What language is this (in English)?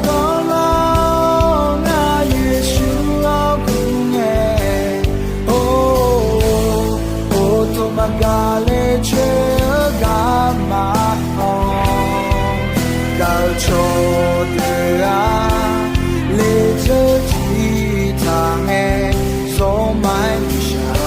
Akha